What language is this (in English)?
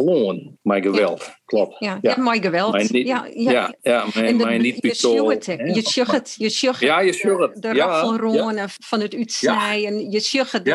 Western Frisian